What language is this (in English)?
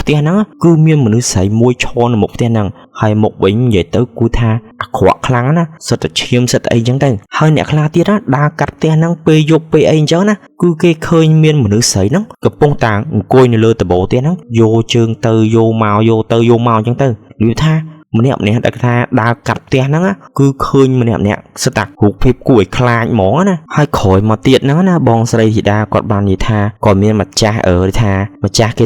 Khmer